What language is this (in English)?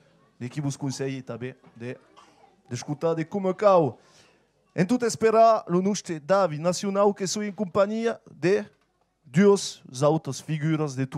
Occitan